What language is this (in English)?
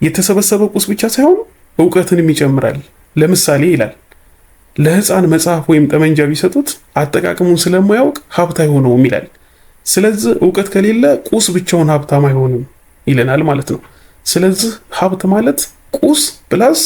Amharic